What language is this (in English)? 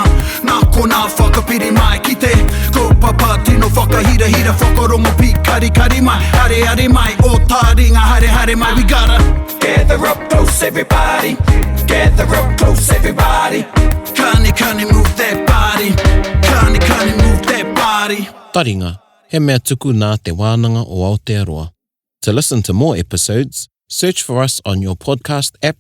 Māori